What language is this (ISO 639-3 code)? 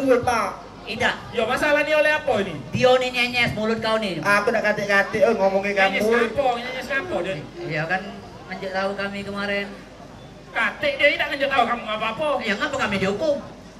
mui